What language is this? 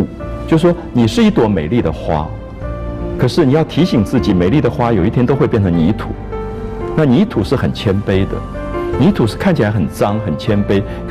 Chinese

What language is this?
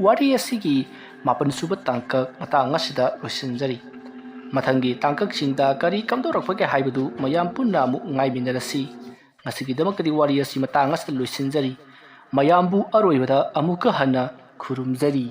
Manipuri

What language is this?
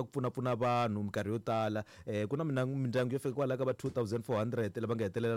Tsonga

